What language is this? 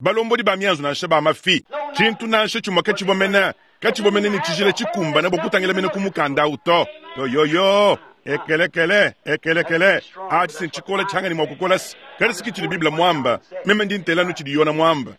Luba-Lulua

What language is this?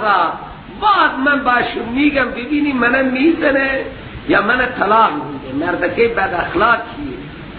Persian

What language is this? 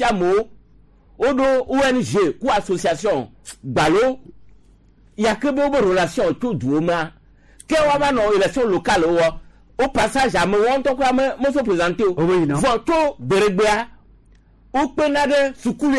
Gen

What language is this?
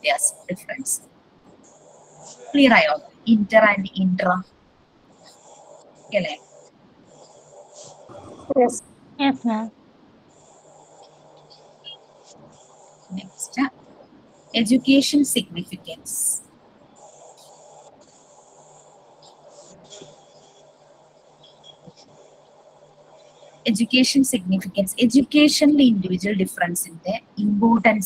Malayalam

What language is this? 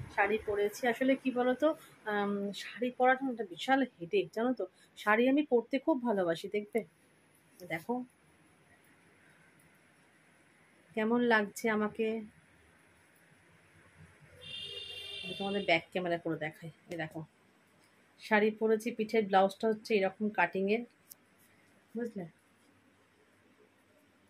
Bangla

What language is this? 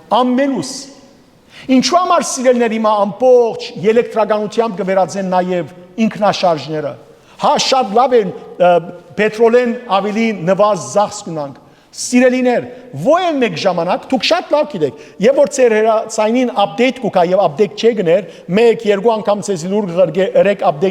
Western Armenian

